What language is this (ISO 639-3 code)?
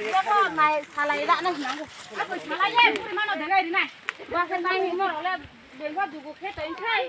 trp